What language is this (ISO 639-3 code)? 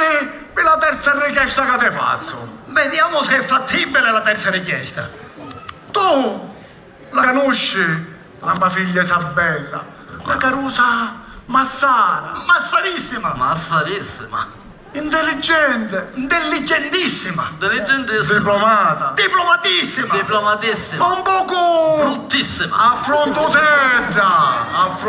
scn